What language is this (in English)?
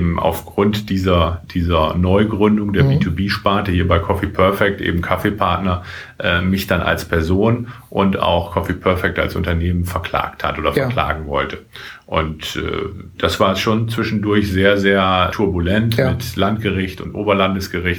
German